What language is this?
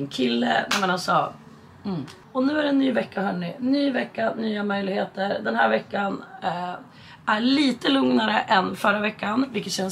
Swedish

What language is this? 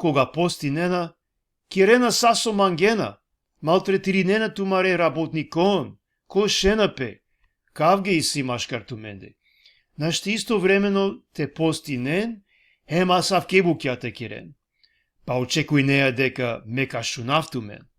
Balkan Romani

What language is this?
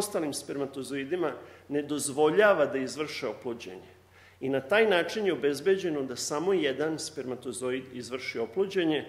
Serbian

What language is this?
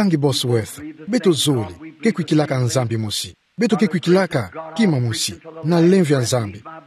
Kituba (Democratic Republic of Congo)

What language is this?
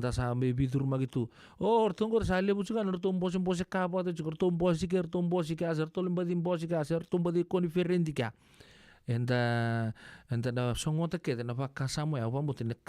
Fijian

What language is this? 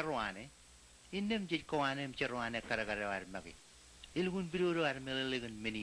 Marshallese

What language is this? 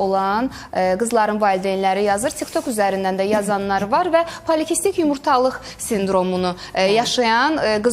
Azerbaijani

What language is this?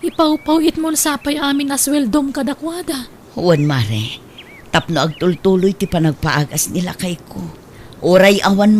Iloko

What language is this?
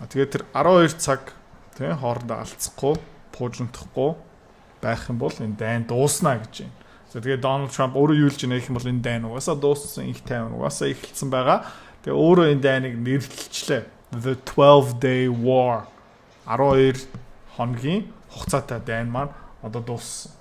Mongolian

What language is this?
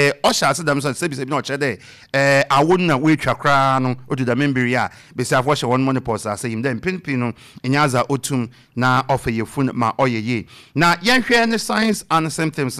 Akan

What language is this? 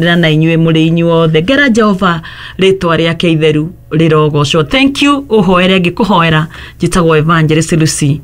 Kikuyu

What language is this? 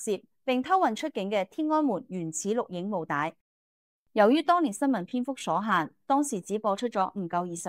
Cantonese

